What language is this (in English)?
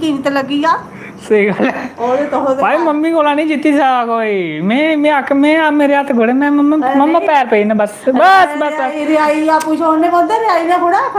Dogri